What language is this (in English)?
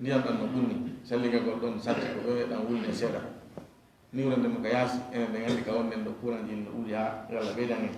Fula